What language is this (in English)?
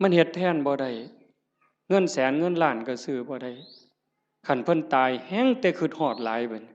Northeastern Thai